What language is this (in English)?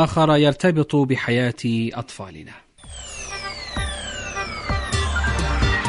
Arabic